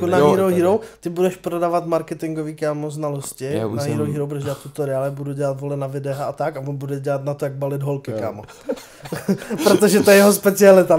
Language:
Czech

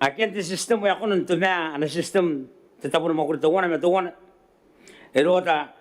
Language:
Gilbertese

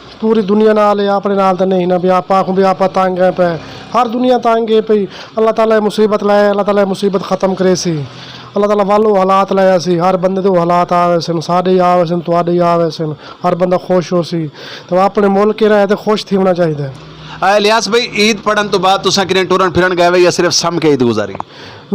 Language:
Western Panjabi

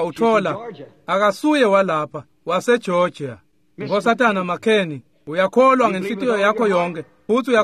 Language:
Swati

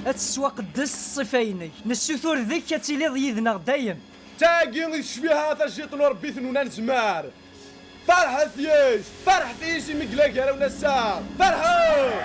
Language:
Kabyle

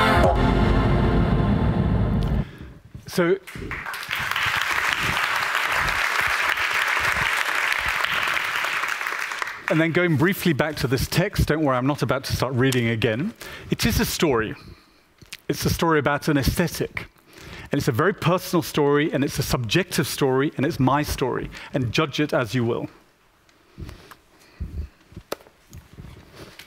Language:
English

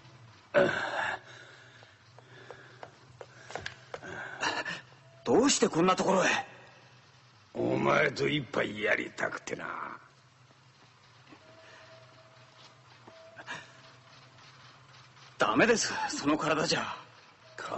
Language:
Japanese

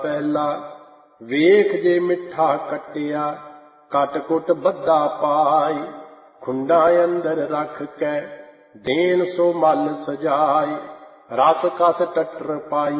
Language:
Punjabi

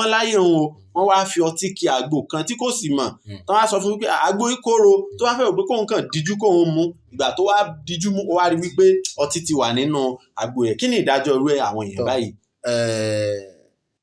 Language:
Yoruba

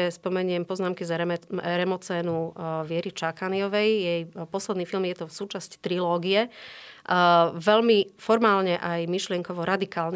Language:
Slovak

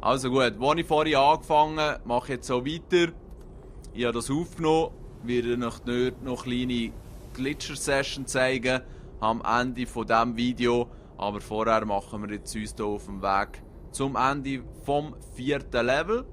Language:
Swiss German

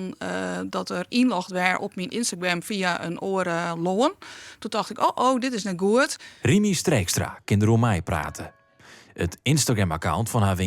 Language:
Western Frisian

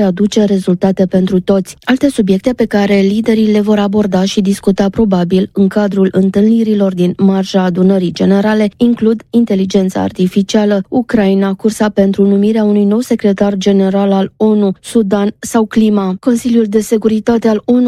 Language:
Romanian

